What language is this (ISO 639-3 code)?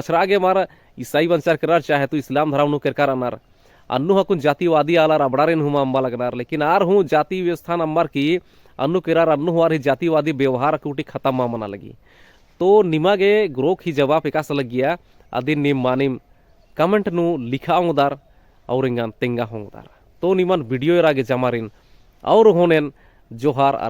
kru